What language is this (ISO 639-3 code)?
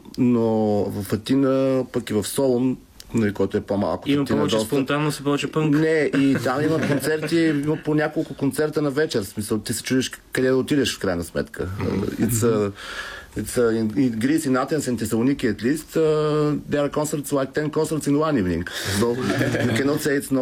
bul